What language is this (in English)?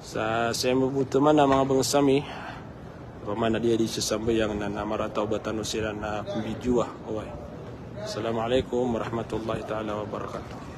Maranao